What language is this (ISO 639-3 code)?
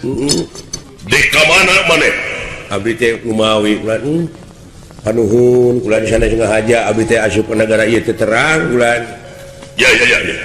sun